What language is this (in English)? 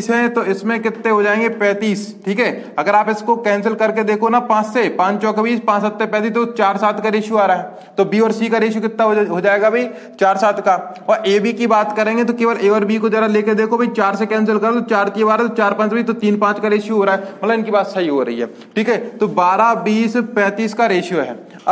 Hindi